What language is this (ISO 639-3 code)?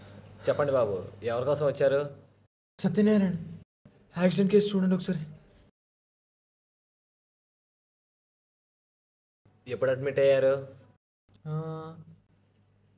tel